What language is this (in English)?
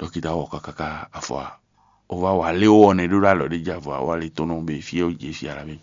Fon